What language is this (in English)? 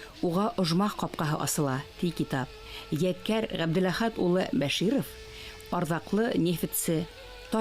Bashkir